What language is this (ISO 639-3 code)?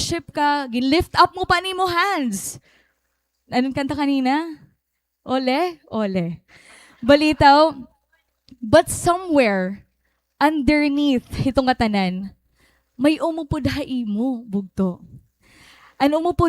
war